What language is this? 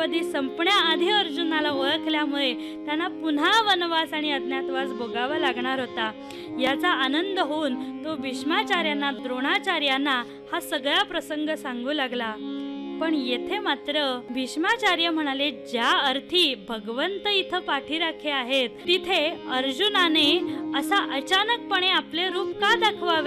Marathi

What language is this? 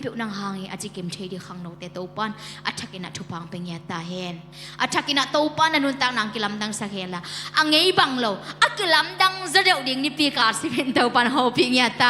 Tedim Chin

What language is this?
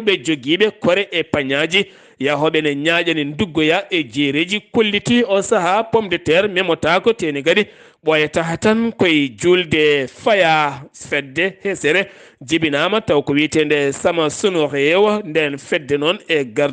Fula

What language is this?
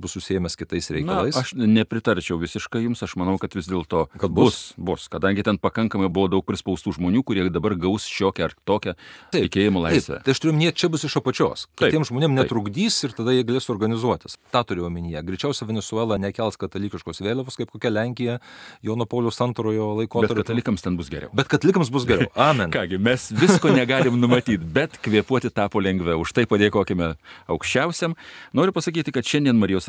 Lithuanian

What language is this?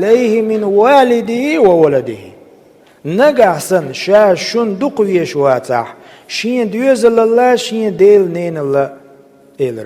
Chechen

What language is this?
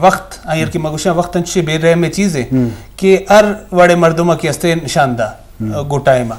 Eastern Balochi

